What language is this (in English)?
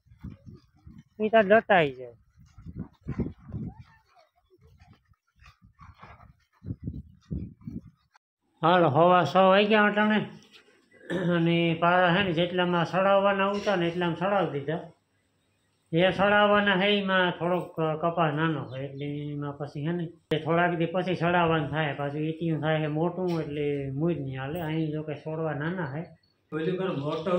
Gujarati